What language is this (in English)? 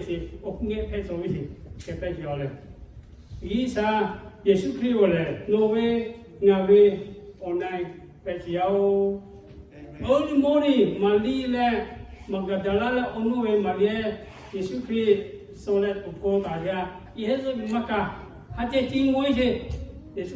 Lahu